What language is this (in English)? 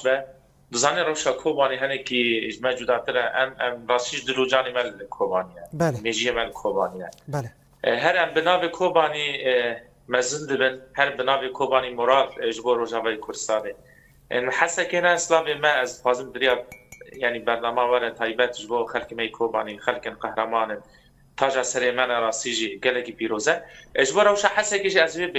Kurdish